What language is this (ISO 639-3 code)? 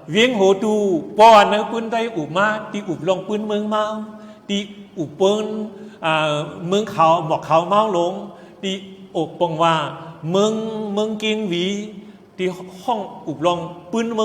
shn